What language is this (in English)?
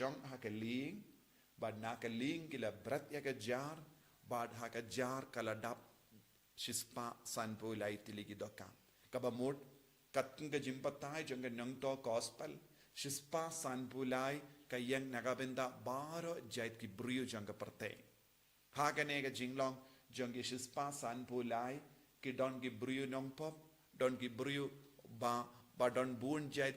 Khasi